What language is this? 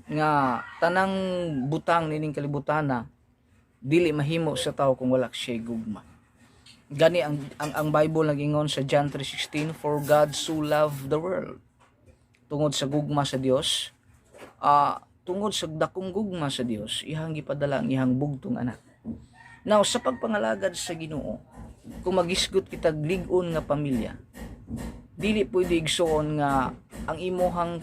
Cebuano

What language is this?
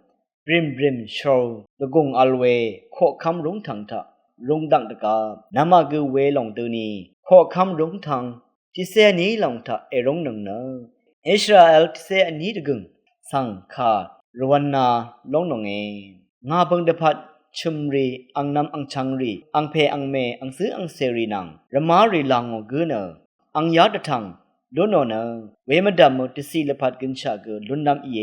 Rawang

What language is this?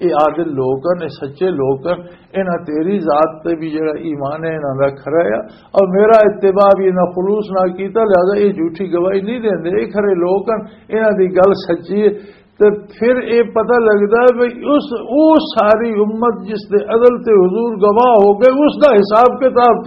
Western Panjabi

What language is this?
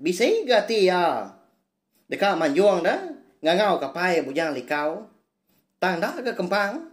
Iban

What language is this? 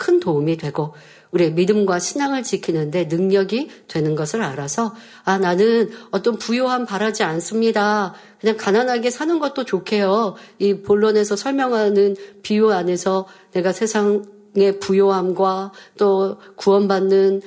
Korean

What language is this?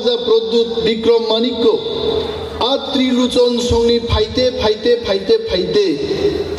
Kok Borok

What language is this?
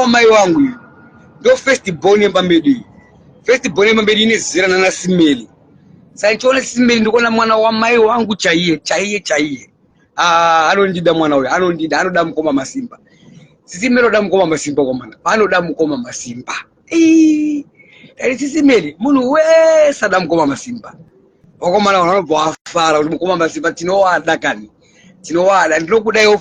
Shona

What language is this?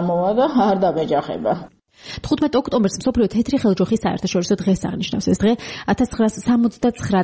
Georgian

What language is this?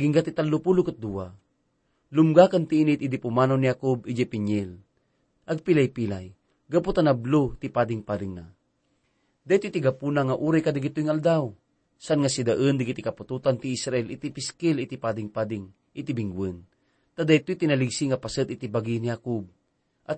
Iloko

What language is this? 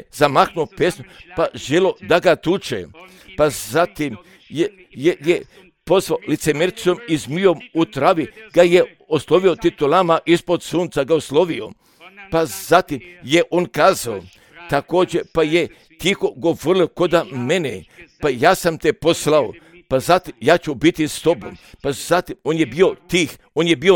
Croatian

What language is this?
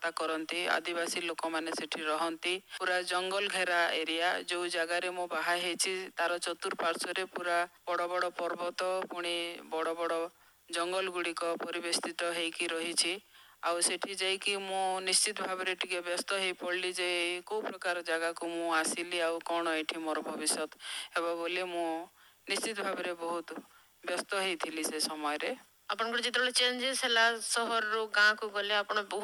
Odia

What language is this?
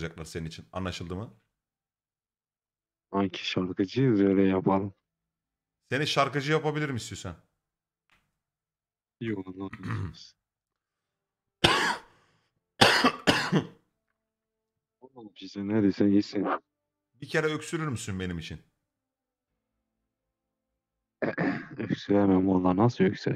Turkish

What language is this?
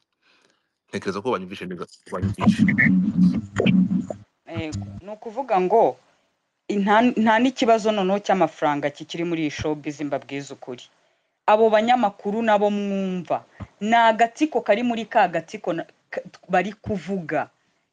Kinyarwanda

